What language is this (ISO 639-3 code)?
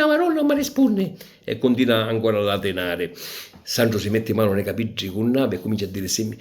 scn